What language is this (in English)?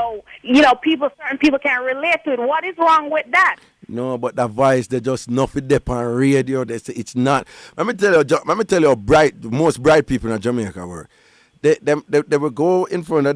Jamaican Creole English